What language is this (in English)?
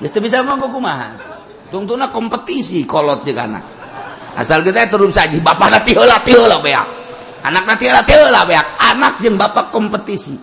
Sundanese